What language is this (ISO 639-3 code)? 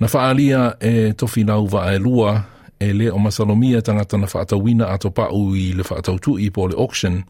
smo